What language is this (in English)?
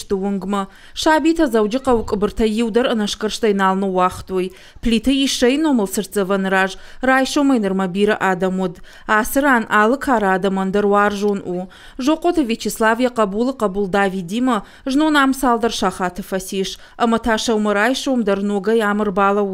Ossetic